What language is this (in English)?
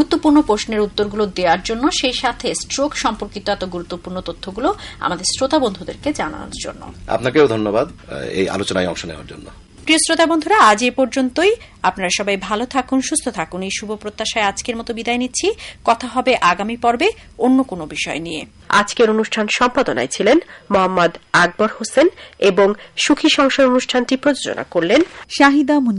Bangla